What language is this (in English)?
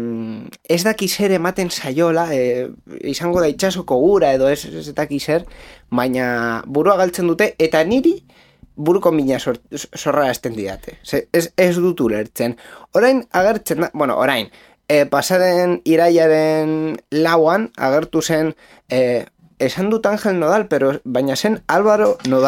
Basque